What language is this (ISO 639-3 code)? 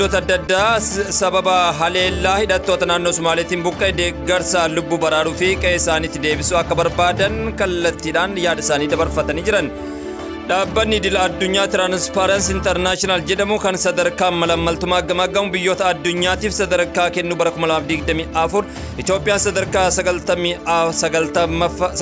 orm